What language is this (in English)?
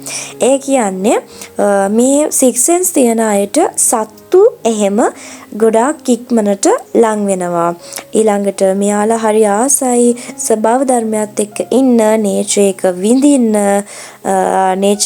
Sinhala